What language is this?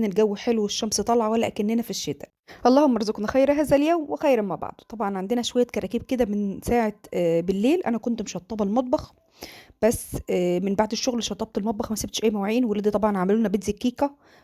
Egyptian Arabic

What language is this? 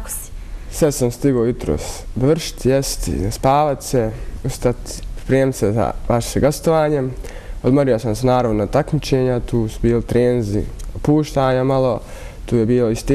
Bosnian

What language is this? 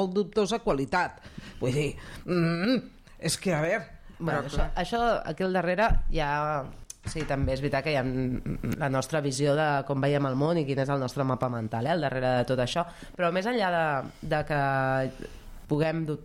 Catalan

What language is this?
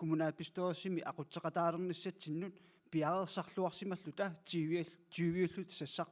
Kalaallisut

